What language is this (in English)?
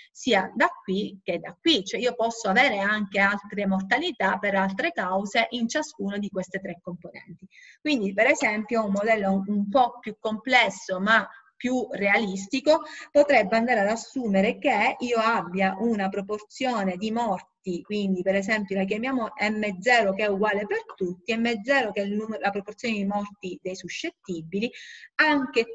Italian